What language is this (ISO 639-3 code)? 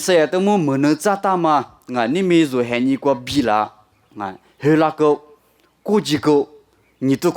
lis